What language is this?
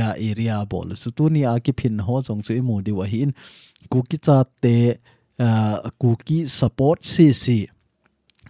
Thado Chin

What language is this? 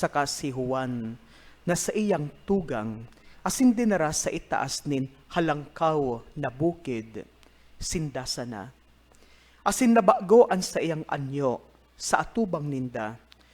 Bikol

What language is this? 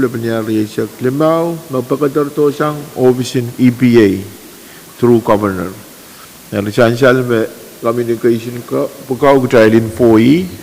Pohnpeian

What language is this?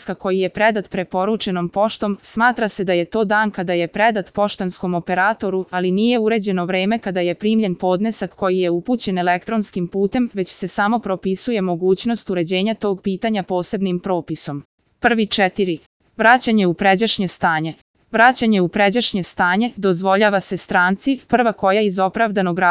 Serbian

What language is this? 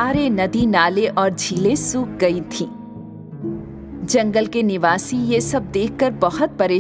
Hindi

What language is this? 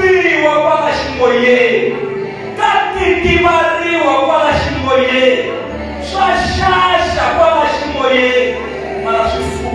Tsonga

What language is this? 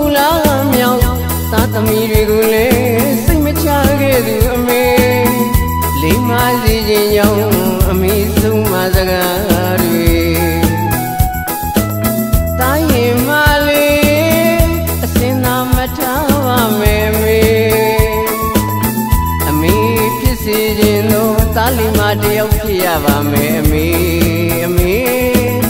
Burmese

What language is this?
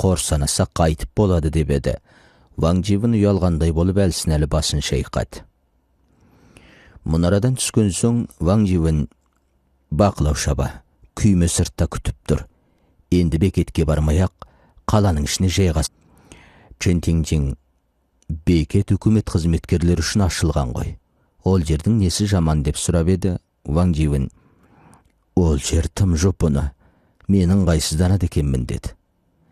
Kazakh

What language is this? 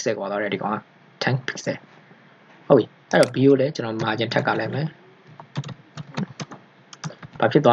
Burmese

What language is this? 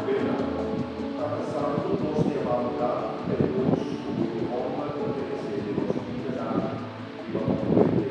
Papiamento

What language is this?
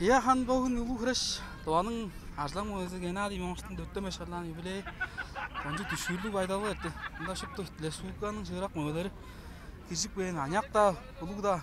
Tuvinian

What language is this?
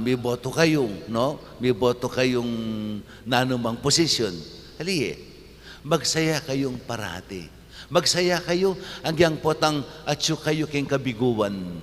Pampanga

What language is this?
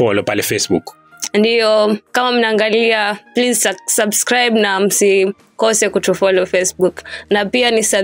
Swahili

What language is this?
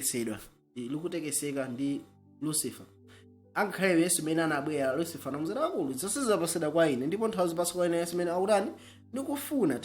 Nyanja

